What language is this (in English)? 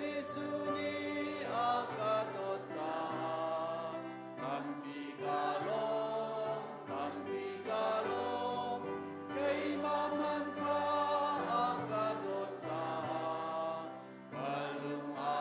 Hakha Chin